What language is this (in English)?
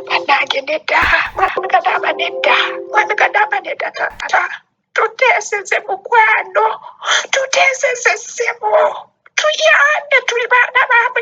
Ganda